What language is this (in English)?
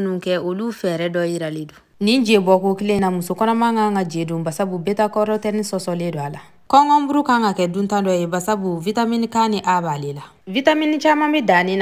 Bambara